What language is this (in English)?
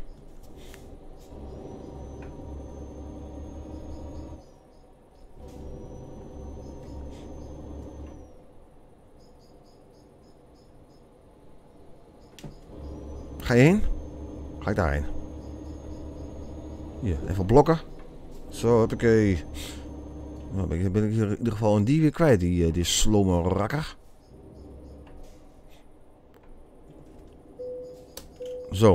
Dutch